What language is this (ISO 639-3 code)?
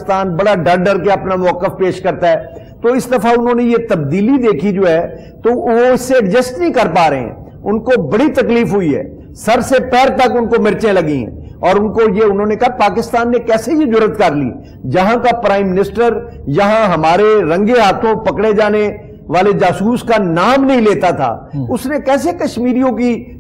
urd